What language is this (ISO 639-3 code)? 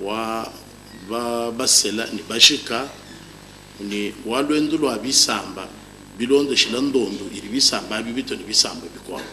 lua